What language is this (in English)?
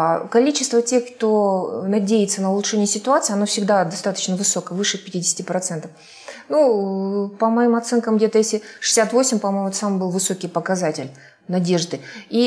Russian